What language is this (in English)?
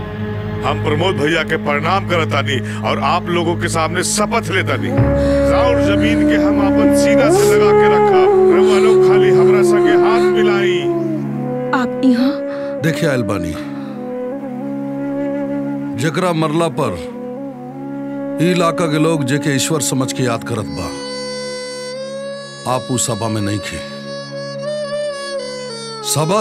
Bhojpuri